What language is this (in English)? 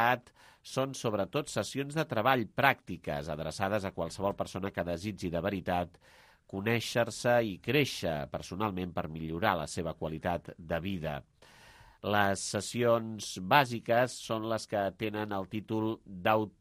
Catalan